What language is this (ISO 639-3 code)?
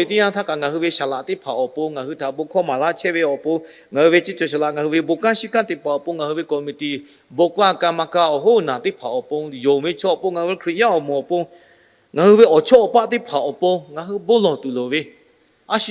lhu